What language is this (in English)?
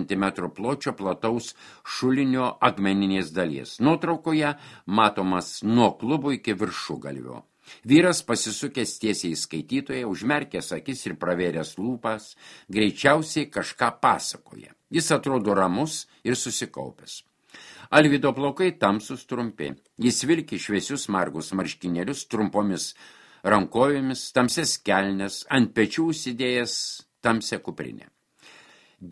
Lithuanian